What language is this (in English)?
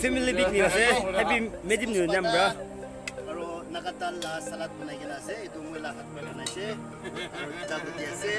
Naga Pidgin